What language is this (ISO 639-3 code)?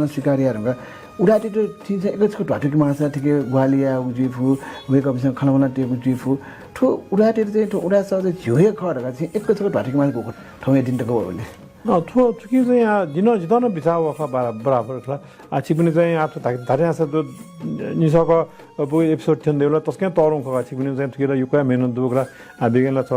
new